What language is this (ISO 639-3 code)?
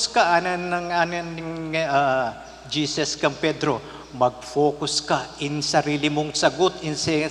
pam